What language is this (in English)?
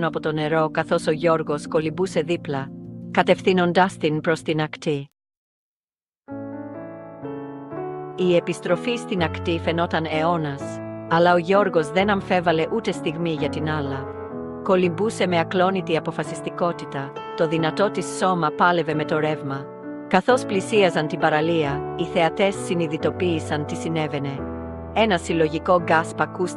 Greek